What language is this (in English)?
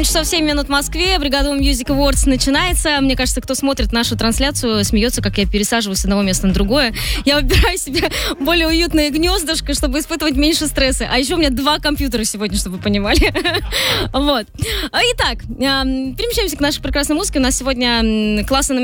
Russian